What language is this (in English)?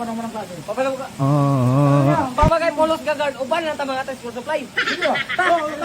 Cebuano